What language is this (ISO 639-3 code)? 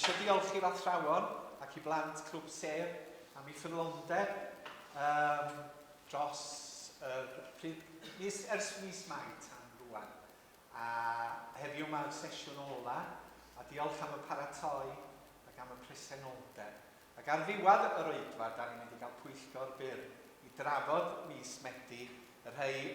cym